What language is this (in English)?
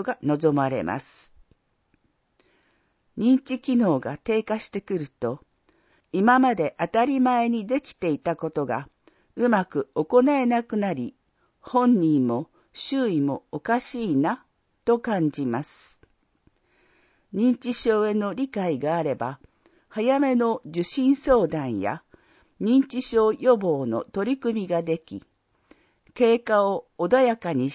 Japanese